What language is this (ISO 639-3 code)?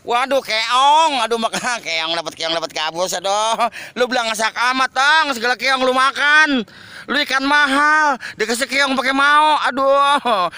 bew